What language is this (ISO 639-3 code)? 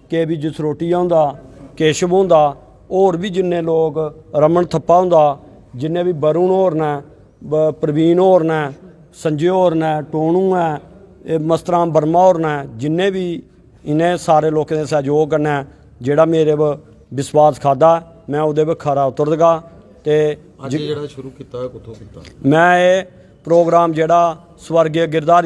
doi